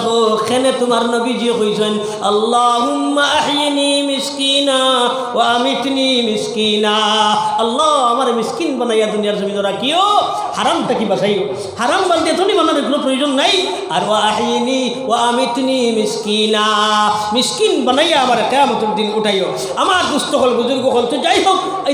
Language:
Sylheti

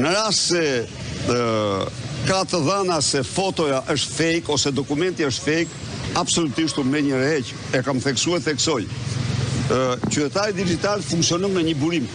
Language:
Albanian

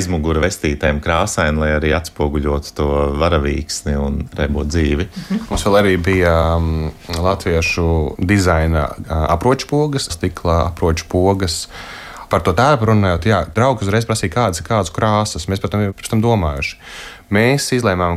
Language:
Latvian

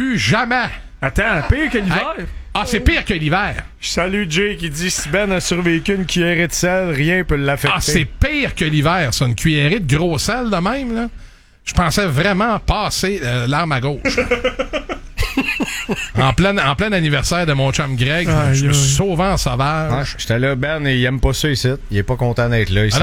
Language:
French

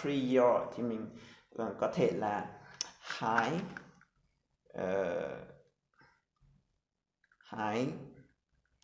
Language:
Vietnamese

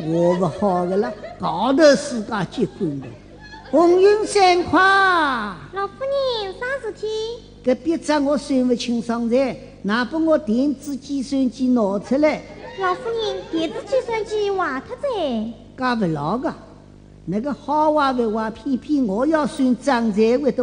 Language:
Wu Chinese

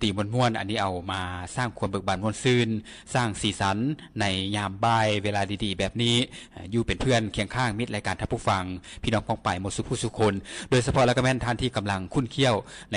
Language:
Lao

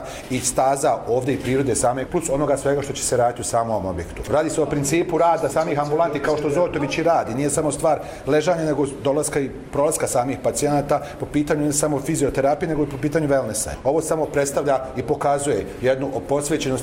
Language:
Croatian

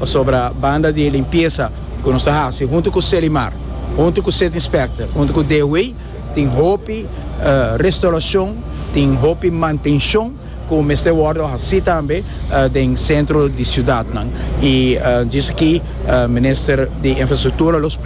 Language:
Papiamento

